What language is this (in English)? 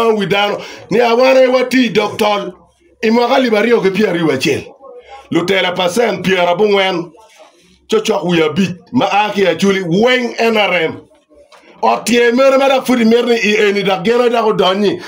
Acoli